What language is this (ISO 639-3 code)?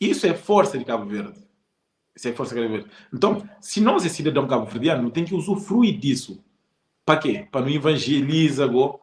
kea